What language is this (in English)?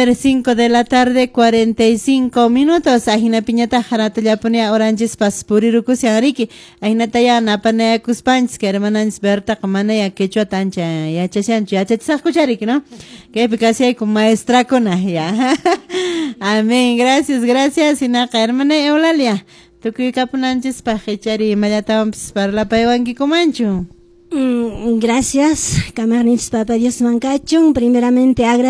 Quechua